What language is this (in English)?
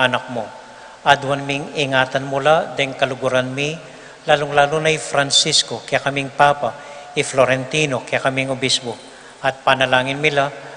Pampanga